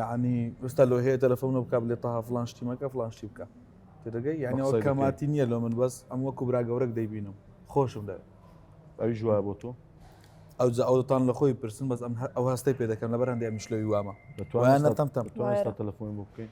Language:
Central Kurdish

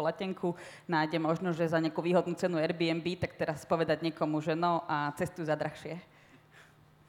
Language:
Slovak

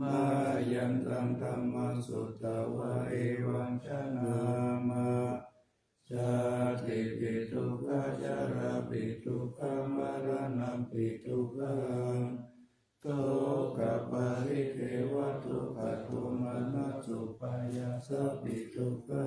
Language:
Pali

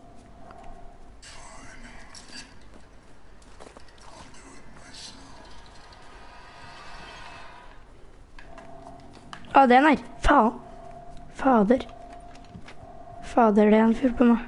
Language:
Norwegian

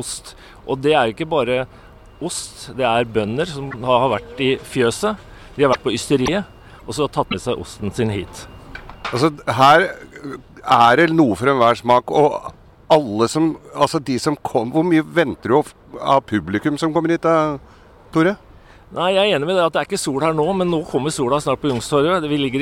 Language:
Norwegian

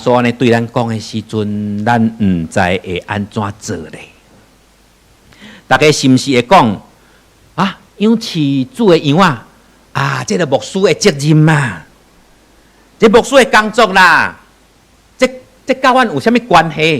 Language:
Min Nan Chinese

